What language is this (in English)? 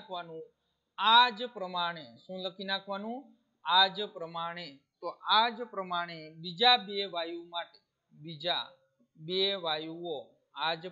Gujarati